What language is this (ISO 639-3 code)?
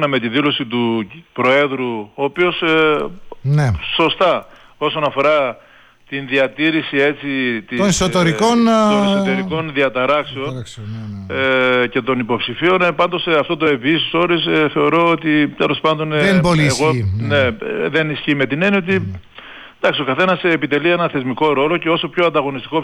ell